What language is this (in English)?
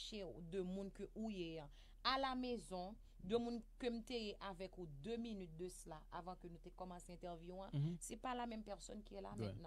Haitian Creole